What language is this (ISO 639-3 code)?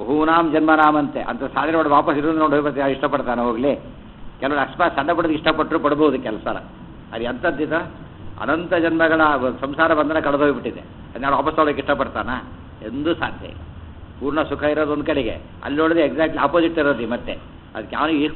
kan